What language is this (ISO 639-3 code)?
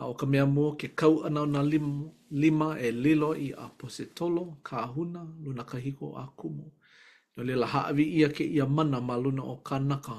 haw